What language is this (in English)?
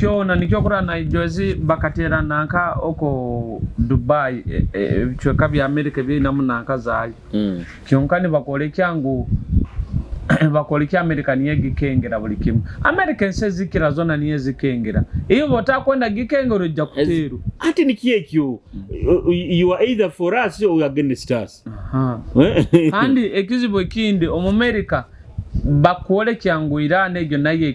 Nyoro